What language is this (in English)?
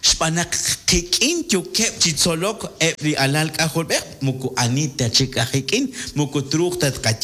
Kekchí